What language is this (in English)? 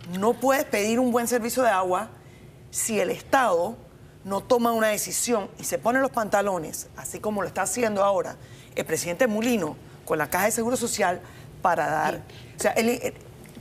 Spanish